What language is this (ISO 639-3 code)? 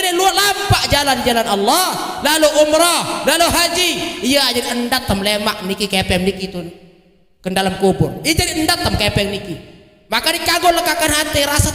sas